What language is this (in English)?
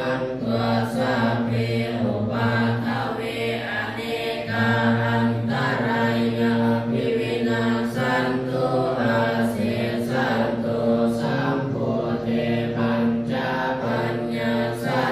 Pali